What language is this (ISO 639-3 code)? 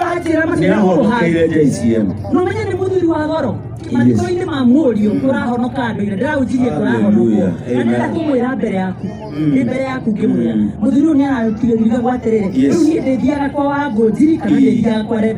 kik